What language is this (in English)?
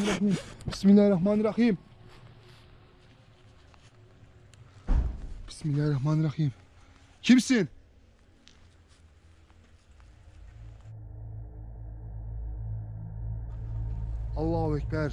Turkish